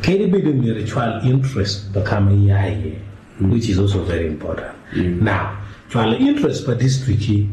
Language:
Acoli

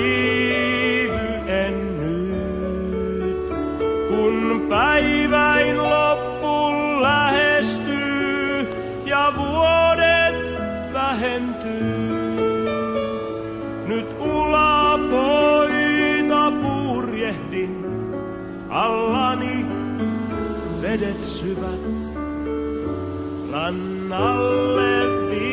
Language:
Finnish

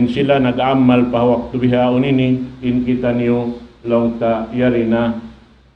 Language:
Tausug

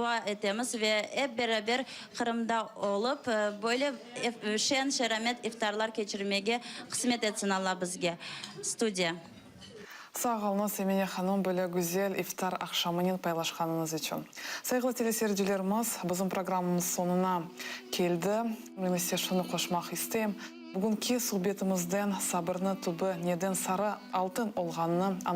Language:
Crimean Tatar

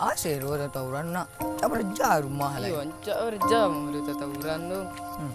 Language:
Minangkabau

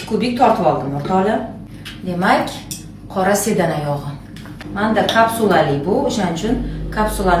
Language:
Uzbek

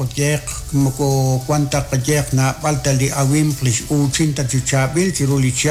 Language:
Kekchí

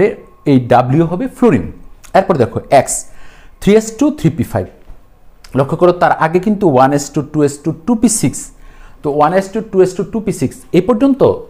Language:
Bangla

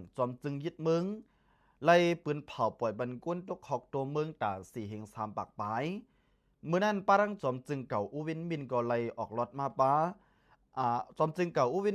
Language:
Shan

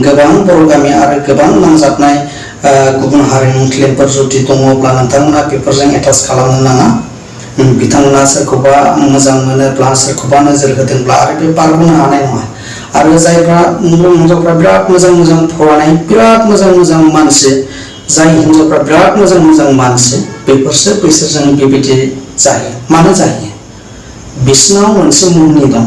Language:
Bodo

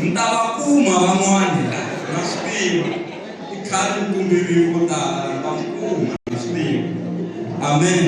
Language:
Tsonga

